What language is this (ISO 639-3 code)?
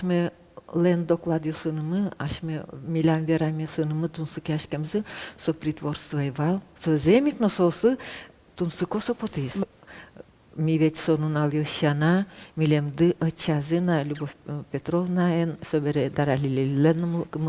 udm